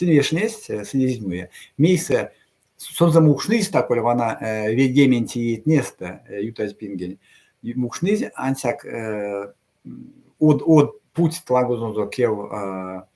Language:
Erzya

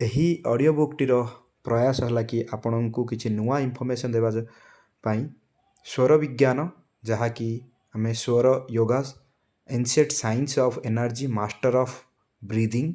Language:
Odia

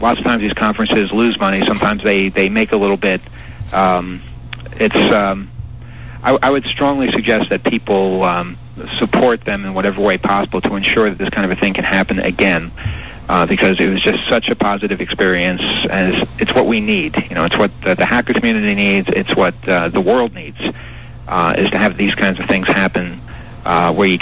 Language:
English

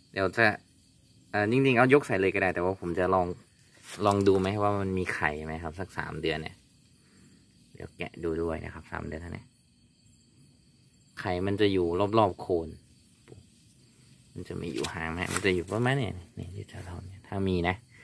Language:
Thai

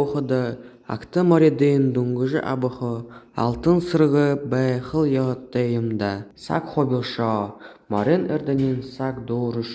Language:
Buriat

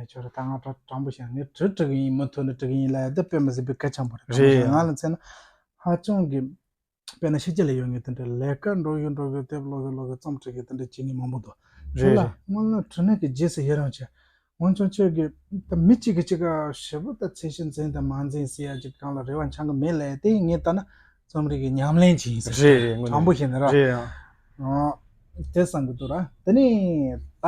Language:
Tibetan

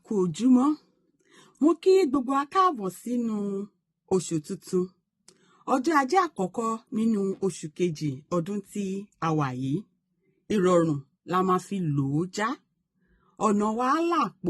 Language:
Yoruba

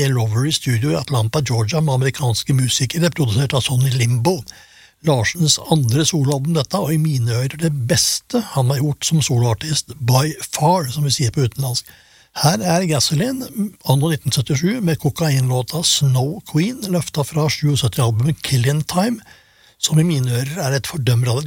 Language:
Norwegian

